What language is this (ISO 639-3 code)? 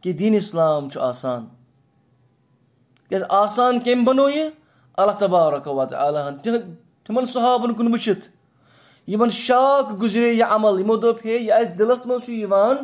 kas